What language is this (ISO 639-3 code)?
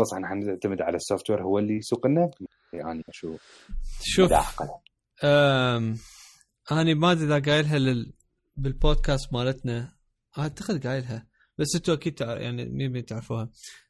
acm